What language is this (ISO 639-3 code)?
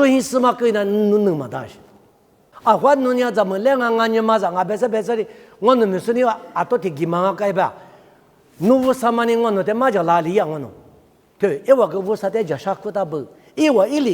lis